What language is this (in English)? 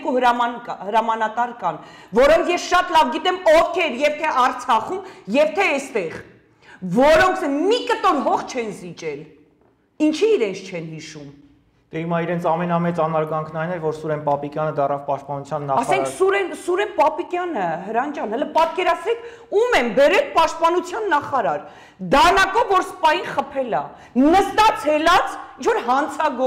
Armenian